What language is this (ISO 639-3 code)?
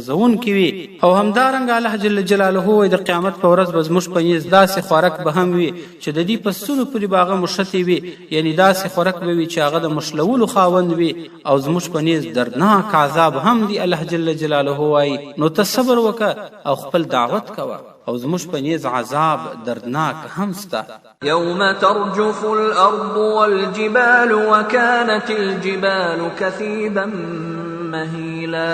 pus